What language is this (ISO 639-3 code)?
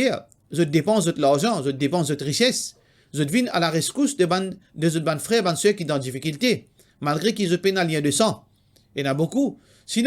mfe